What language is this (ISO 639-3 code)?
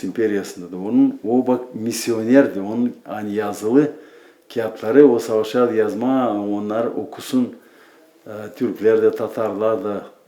gag